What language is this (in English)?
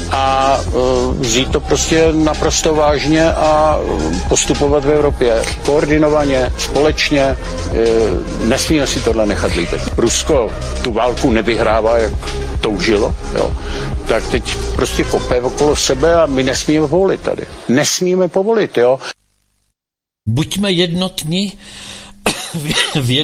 Czech